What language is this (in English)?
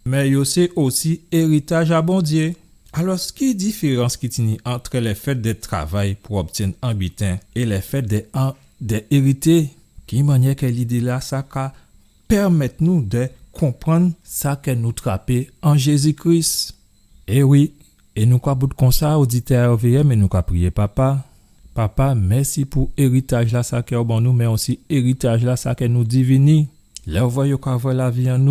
Guadeloupean Creole French